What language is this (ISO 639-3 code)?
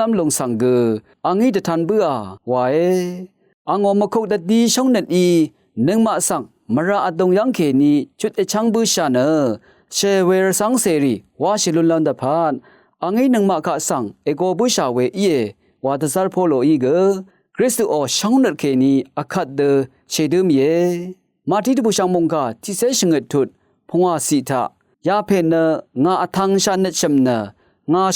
raw